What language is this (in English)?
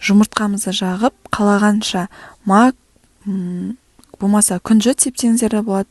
Kazakh